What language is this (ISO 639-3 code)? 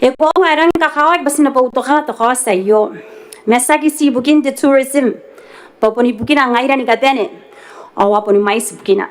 gil